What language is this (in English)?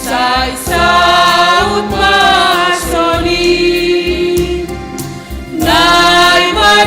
Batak Simalungun